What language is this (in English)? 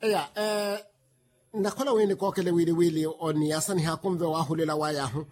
Makhuwa